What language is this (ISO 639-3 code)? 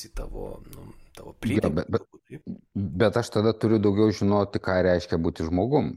lit